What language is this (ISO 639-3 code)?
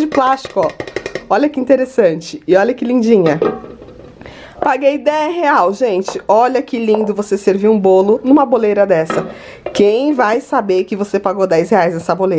por